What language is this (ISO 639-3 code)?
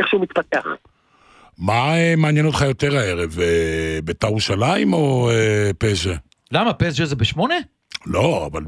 heb